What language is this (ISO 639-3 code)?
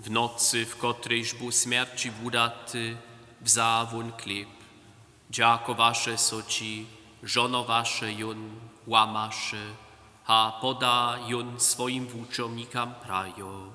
hsb